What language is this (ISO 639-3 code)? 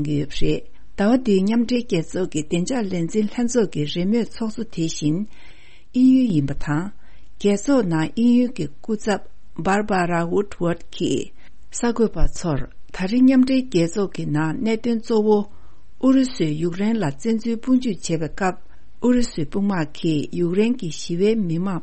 bod